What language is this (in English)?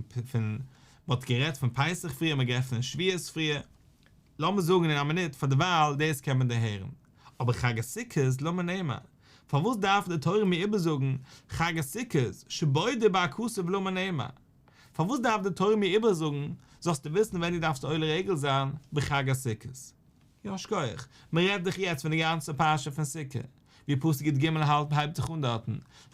Yiddish